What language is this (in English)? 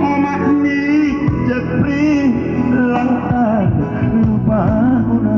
Batak Simalungun